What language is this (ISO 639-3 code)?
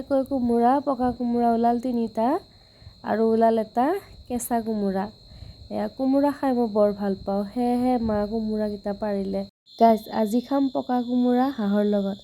asm